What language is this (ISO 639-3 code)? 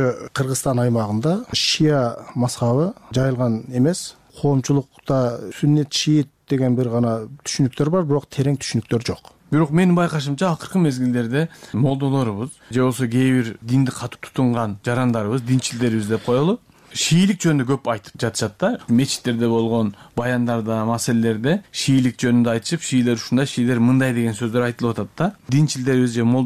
kir